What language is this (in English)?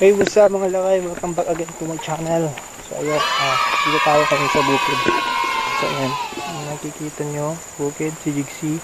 Iloko